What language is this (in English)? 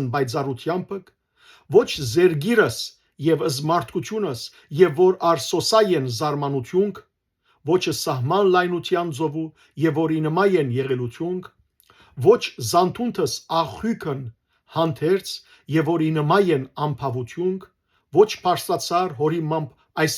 Western Armenian